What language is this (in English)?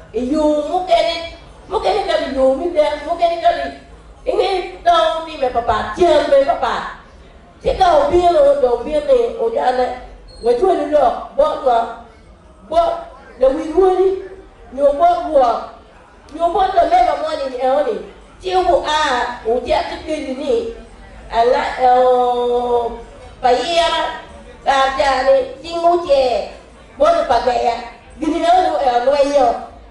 Acoli